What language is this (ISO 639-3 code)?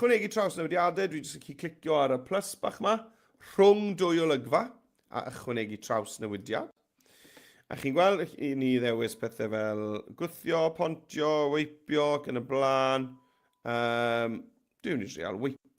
cym